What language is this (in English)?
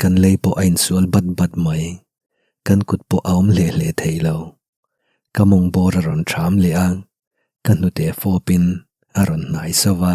Mizo